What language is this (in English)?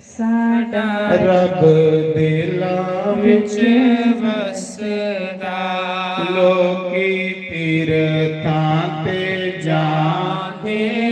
Dogri